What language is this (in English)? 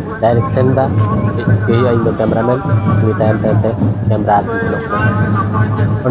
Santali